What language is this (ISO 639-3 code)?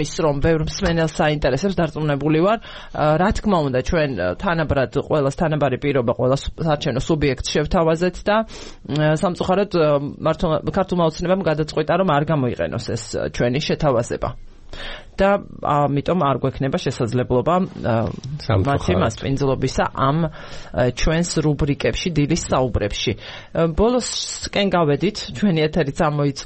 kat